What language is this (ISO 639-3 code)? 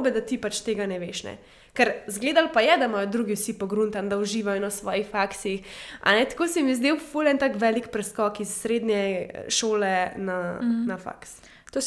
slv